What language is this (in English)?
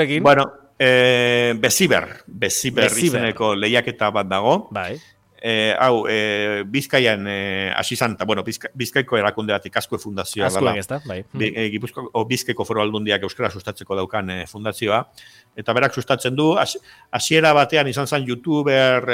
Basque